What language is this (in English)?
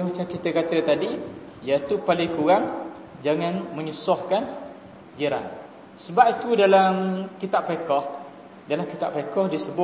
Malay